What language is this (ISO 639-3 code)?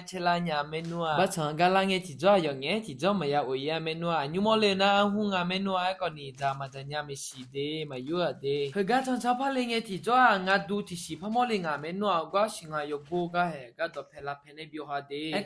ahk